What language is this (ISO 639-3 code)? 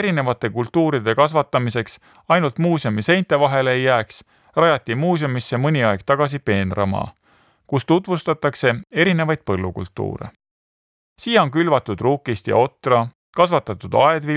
est